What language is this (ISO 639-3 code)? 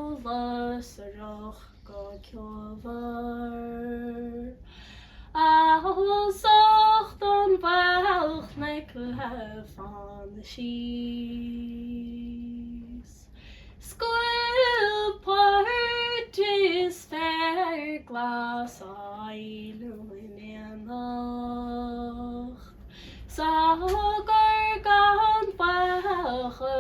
gle